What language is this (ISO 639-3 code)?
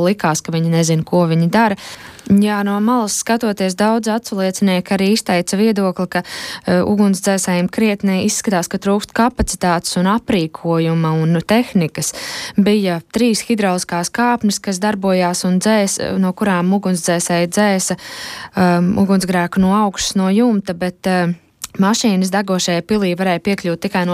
lav